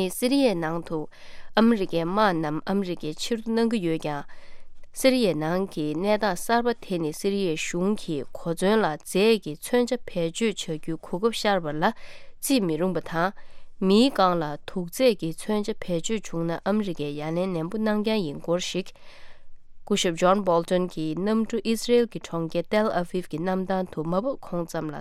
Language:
Tibetan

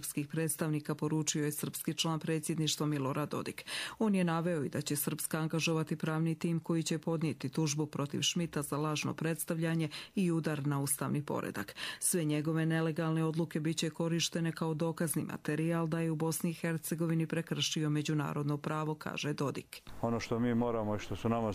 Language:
Croatian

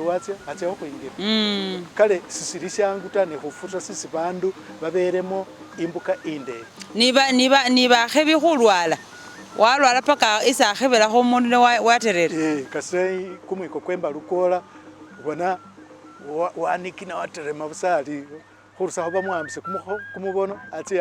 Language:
Masaaba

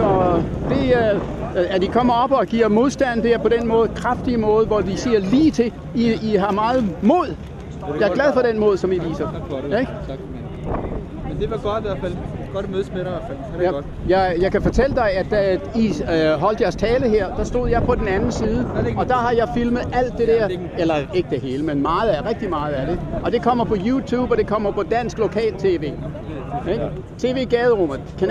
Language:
Danish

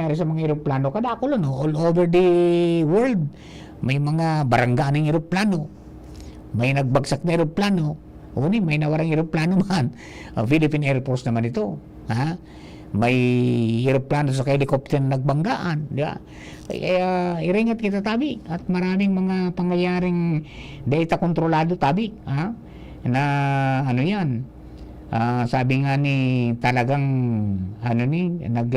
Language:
Bikol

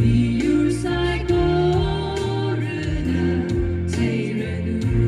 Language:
Tangkhul Naga (India)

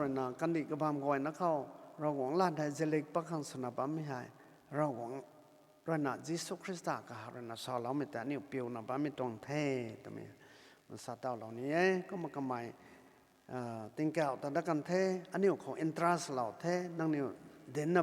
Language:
Rongmei Naga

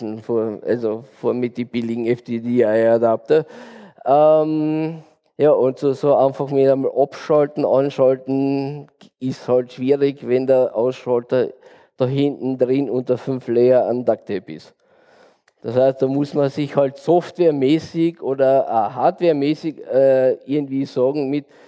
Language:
German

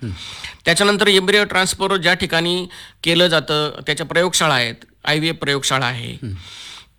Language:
Marathi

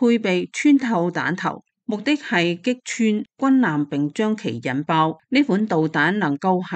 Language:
Cantonese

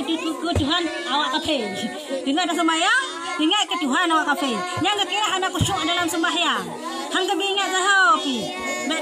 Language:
Achinese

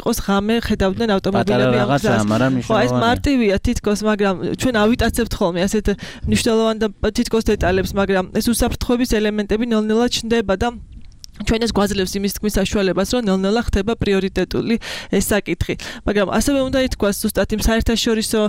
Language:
Georgian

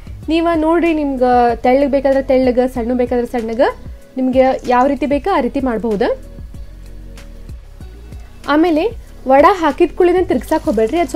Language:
Kannada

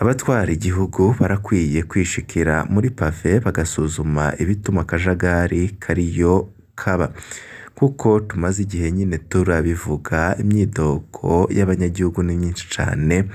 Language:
Rundi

